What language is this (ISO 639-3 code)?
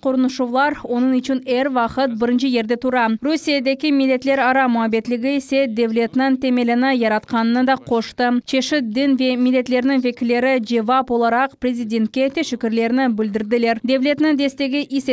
crh